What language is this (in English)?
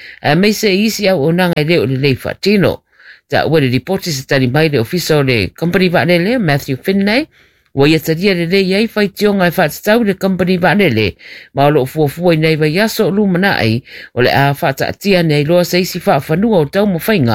Samoan